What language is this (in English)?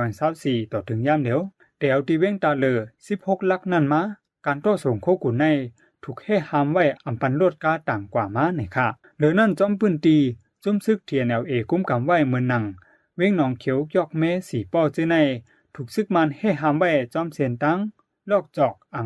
Shan